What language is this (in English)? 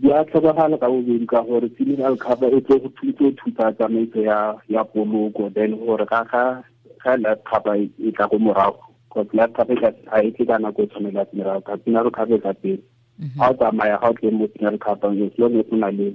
Tswana